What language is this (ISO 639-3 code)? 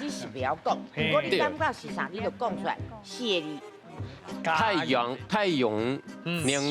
nan